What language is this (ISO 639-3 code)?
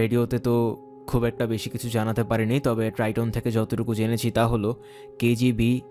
ben